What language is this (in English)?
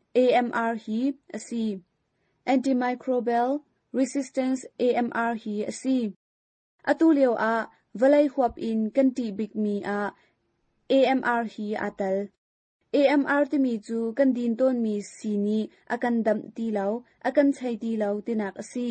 Hakha Chin